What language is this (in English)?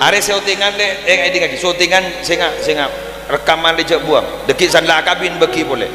Madurese